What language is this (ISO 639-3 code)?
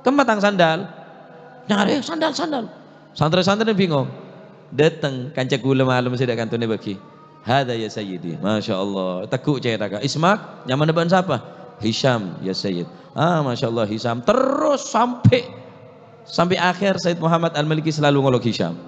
mad